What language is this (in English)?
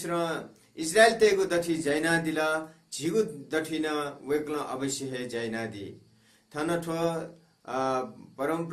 Newari